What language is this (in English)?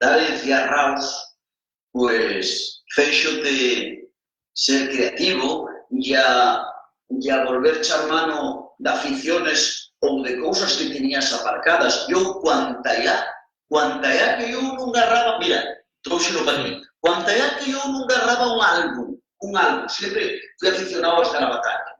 Asturian